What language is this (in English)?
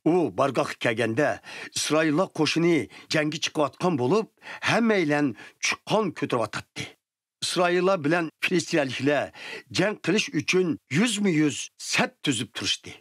Uyghur